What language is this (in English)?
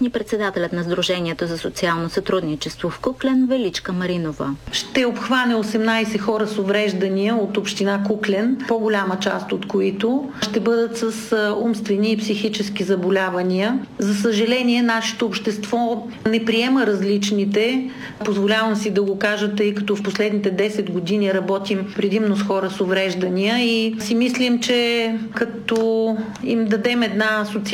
Bulgarian